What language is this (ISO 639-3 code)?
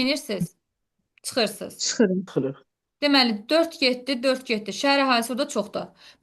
aze